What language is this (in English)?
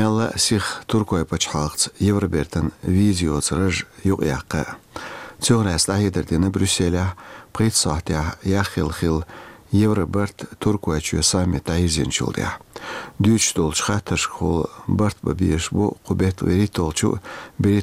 Chechen